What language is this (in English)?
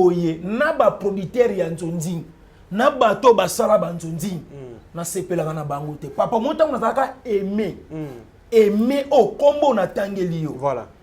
Lingala